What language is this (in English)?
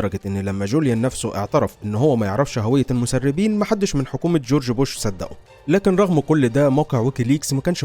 Egyptian Arabic